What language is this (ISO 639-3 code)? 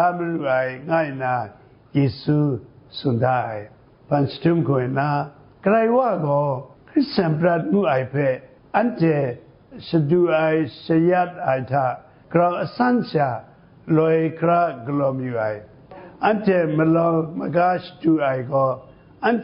kac